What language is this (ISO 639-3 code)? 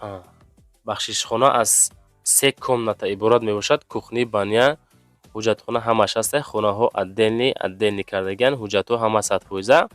tgk